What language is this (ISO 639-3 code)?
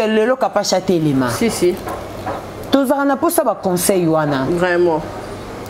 lin